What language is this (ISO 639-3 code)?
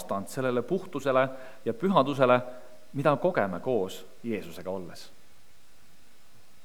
est